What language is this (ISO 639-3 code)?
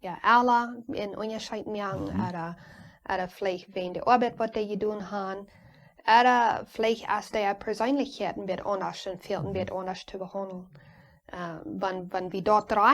pdt